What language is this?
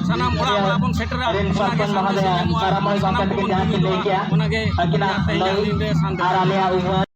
Santali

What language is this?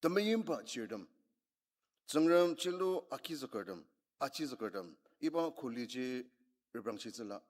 Ao Naga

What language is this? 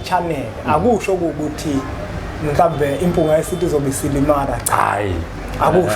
Zulu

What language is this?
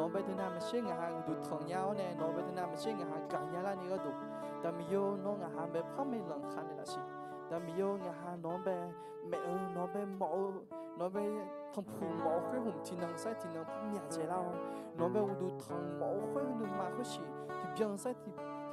Akha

